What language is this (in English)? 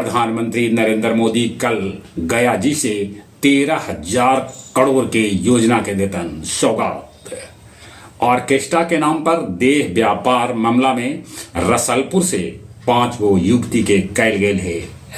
Magahi